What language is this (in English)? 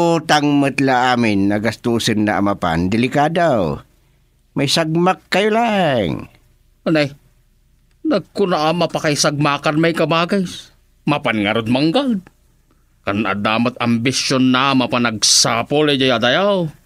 Iloko